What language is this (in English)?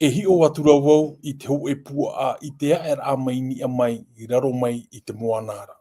Tahitian